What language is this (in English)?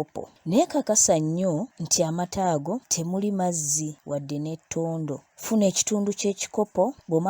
Ganda